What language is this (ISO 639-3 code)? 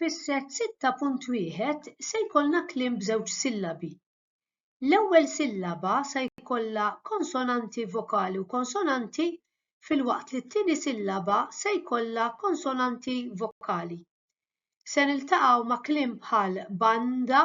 mlt